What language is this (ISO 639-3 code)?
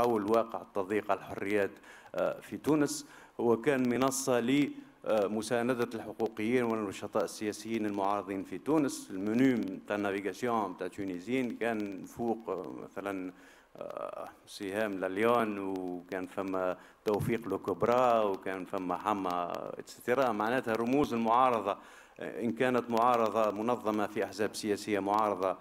aeb